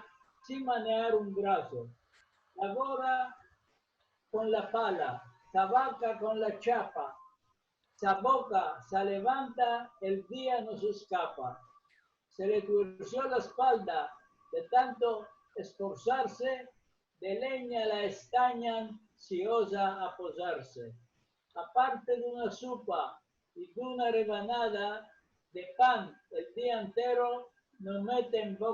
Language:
Ladino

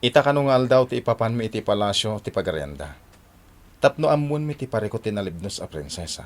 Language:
Iloko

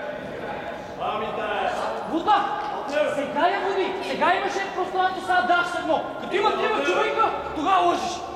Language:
Bulgarian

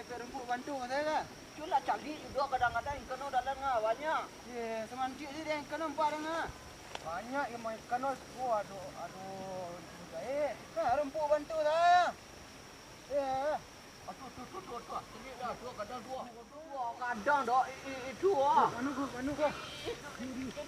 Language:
Minangkabau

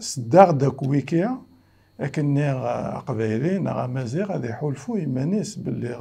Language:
Kabyle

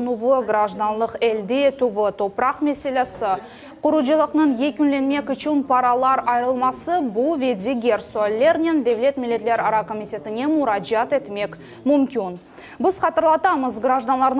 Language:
Crimean Tatar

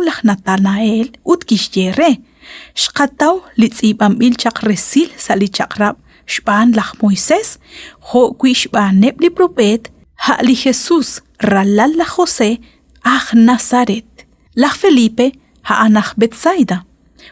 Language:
Kekchí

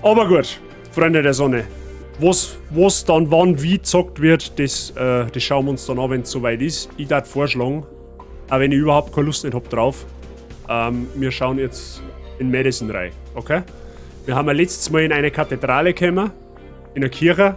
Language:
Bavarian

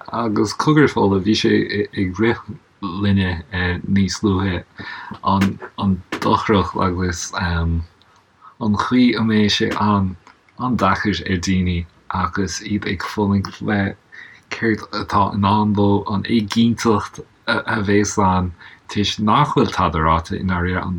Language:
Irish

